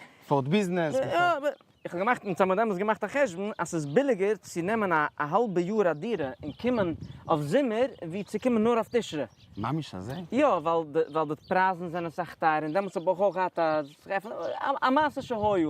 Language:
Yiddish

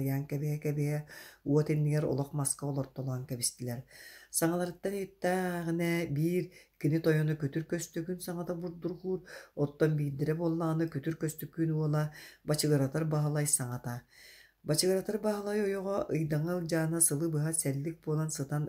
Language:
Yakut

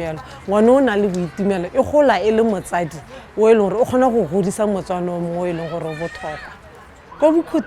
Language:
Tswana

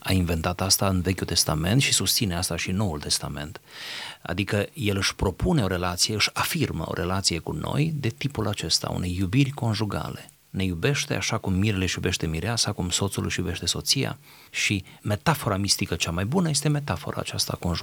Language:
Romanian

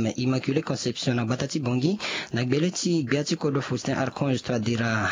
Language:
Sango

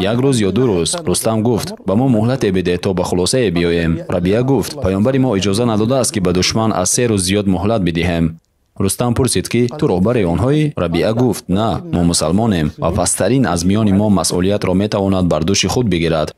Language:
Tajik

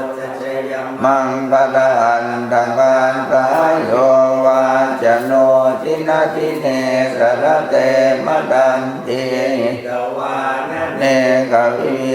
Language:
Pali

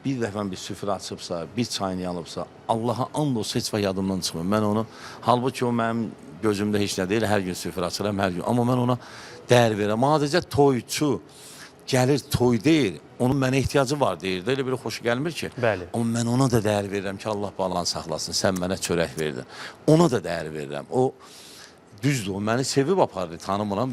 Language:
Azerbaijani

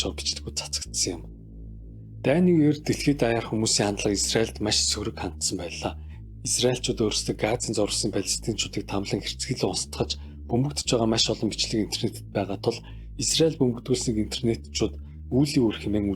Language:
Mongolian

